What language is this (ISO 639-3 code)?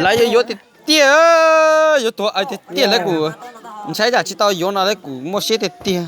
hmn